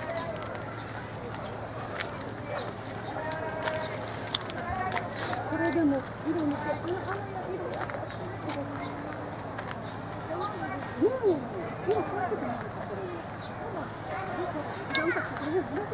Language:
Japanese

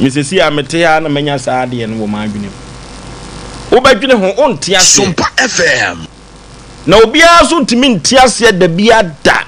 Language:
Akan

